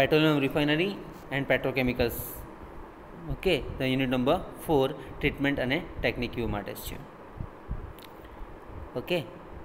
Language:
Gujarati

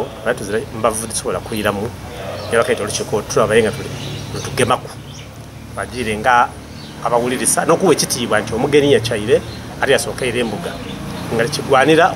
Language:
Soga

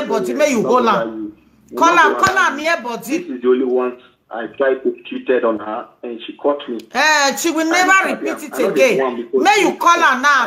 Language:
Nigerian Pidgin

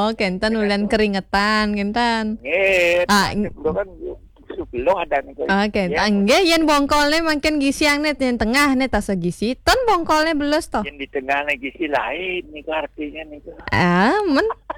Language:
Balinese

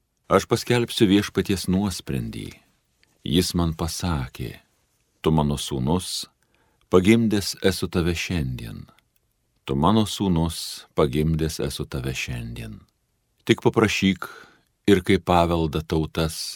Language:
Lithuanian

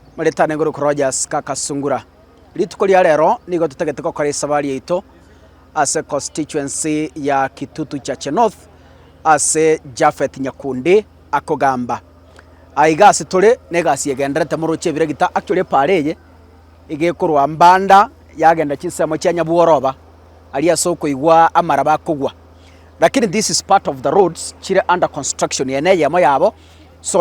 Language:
Gusii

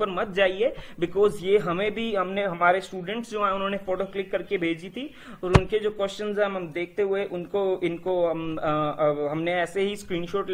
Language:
Hindi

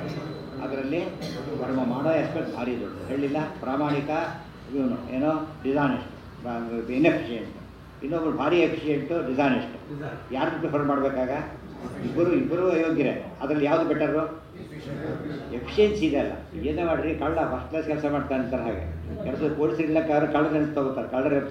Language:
Kannada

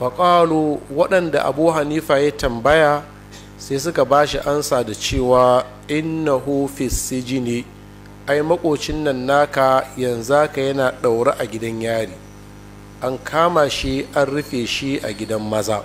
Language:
Hausa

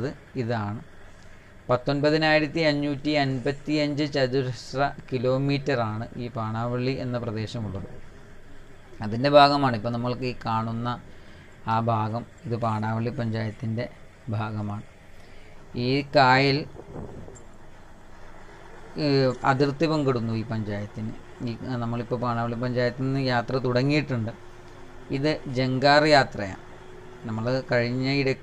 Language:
Malayalam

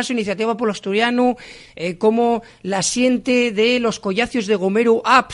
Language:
Asturian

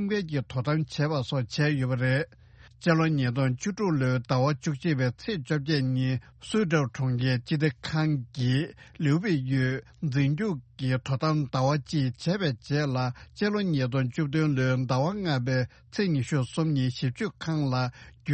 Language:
Tibetan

